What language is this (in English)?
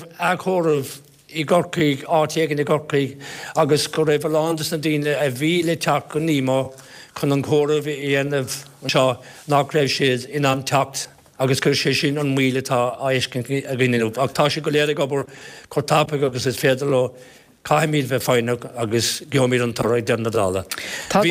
Irish